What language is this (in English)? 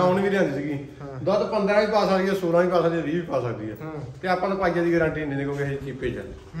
Punjabi